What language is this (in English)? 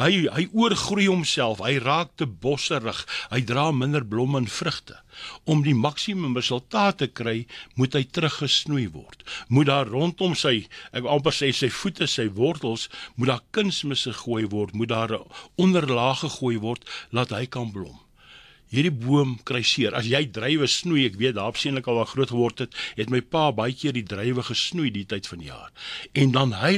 Afrikaans